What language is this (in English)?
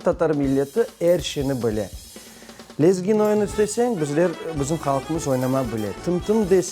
Crimean Tatar